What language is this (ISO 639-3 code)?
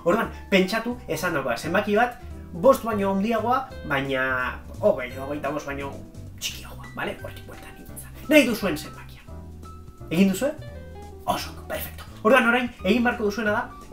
eus